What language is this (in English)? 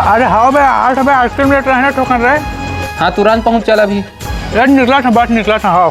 Chhattisgarhi